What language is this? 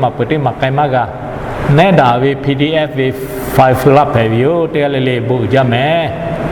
Lahu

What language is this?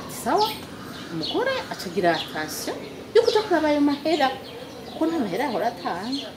Rundi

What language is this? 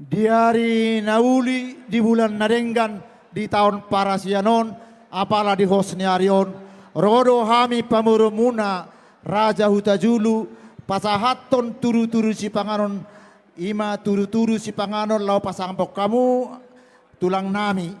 Batak Toba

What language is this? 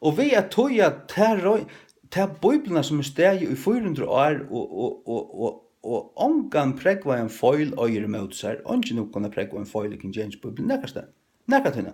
Faroese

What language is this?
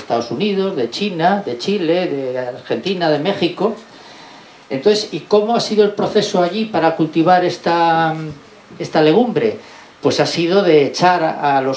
Spanish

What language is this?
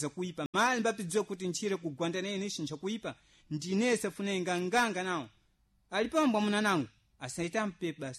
Sena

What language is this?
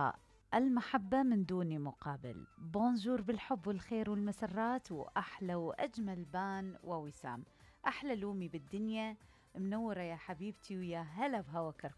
Mesopotamian Arabic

